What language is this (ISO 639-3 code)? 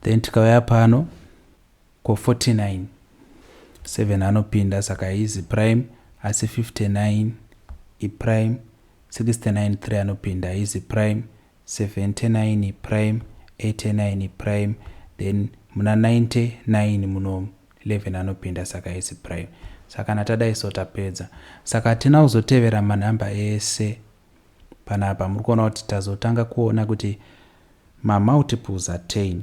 sna